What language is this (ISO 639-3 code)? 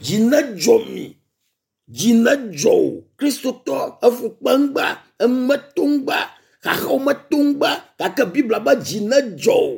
ewe